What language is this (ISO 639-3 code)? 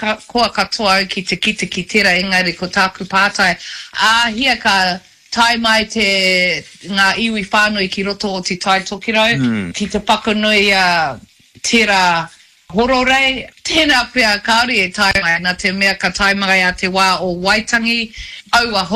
mri